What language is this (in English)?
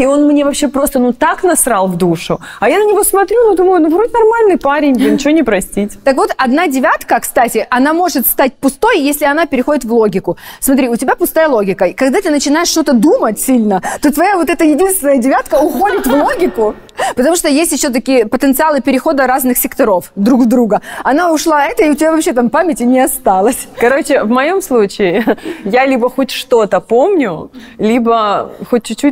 Russian